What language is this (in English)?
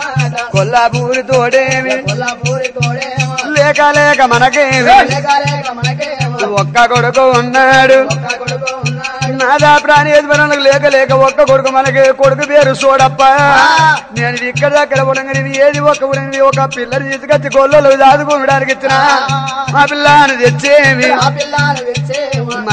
Telugu